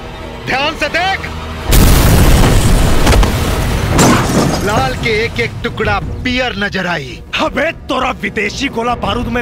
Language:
Bhojpuri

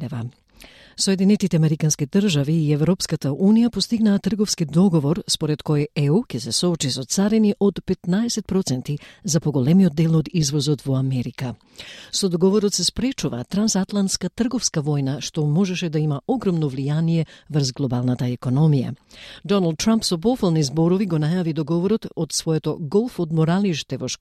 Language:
Macedonian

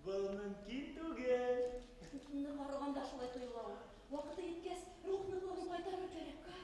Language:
Bashkir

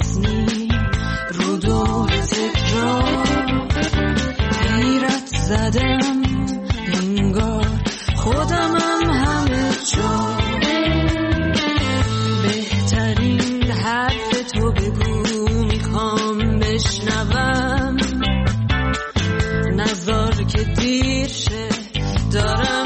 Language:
Persian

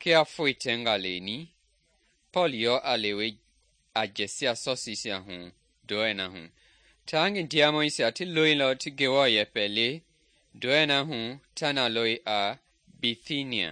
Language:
Mende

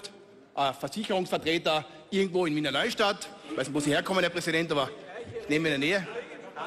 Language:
German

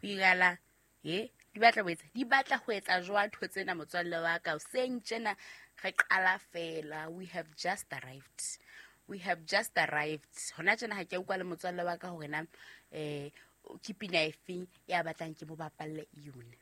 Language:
Southern Sotho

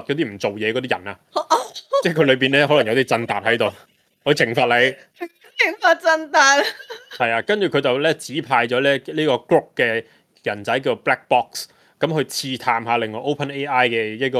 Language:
Cantonese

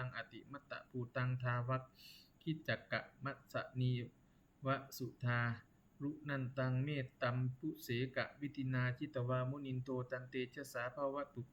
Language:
Pali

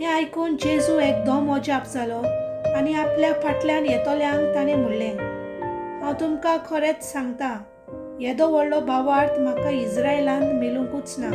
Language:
Konkani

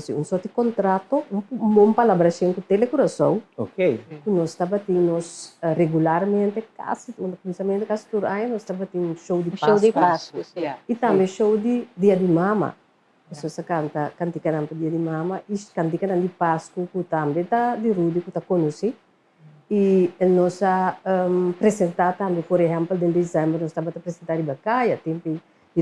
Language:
Papiamento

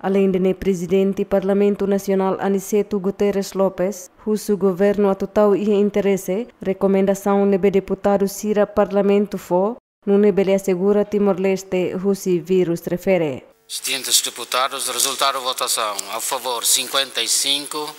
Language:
Tetum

